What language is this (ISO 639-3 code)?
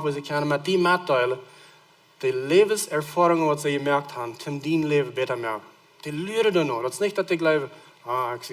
pdt